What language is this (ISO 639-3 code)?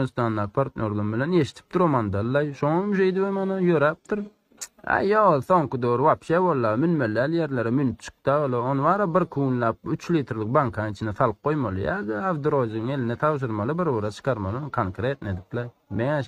tuk